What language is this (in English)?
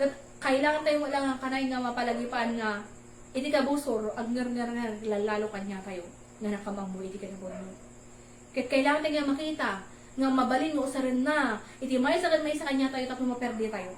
Iloko